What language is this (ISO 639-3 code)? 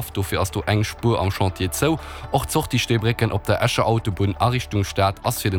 ltz